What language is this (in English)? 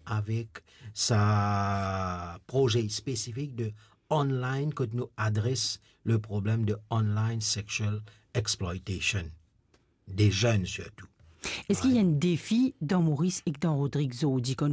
Morisyen